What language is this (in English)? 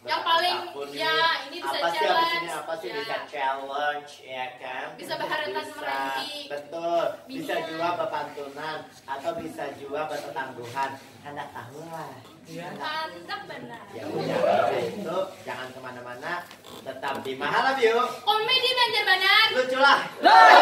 Banjar